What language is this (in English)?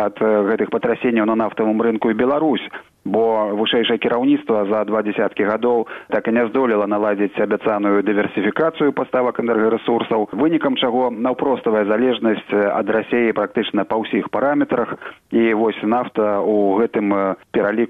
Belarusian